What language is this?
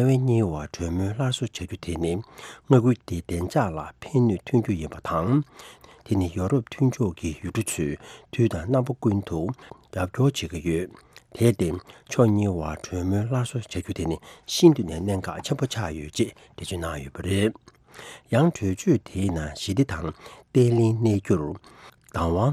Tibetan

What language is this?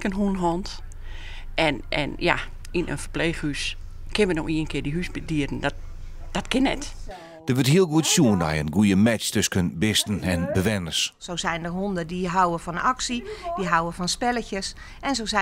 Western Frisian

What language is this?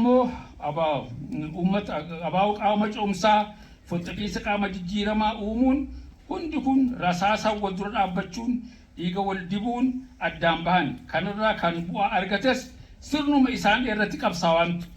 Oromo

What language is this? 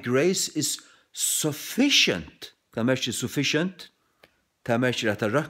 Faroese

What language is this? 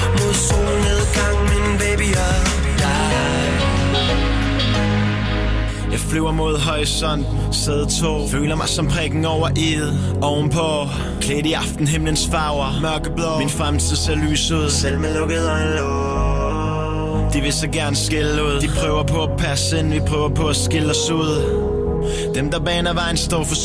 Danish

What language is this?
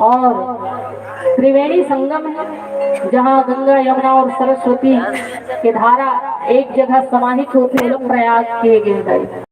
Chhattisgarhi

